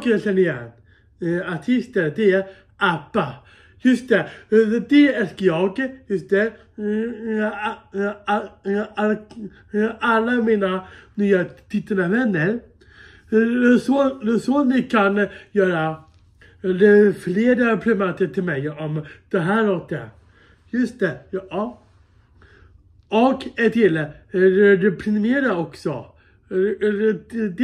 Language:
Swedish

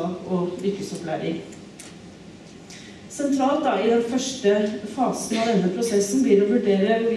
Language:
Norwegian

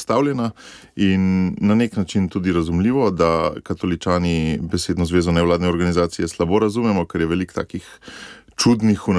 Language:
Slovenian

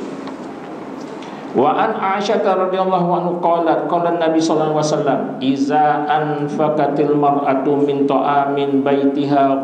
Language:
Malay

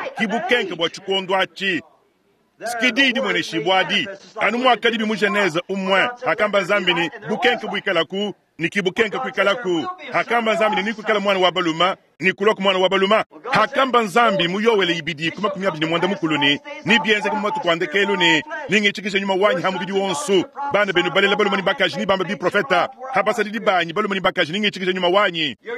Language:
Luba-Lulua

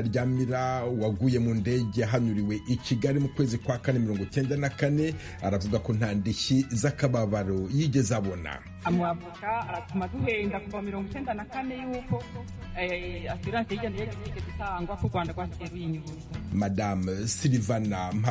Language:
Kinyarwanda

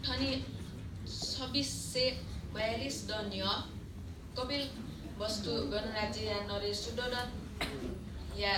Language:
Newari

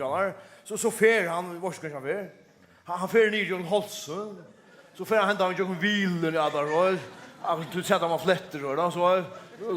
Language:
Faroese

